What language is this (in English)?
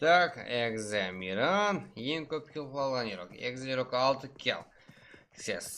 Kara-Kalpak